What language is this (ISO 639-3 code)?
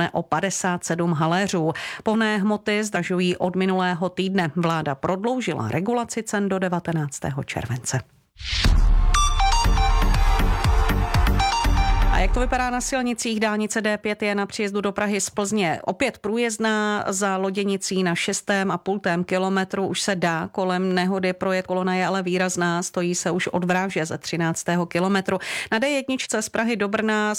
ces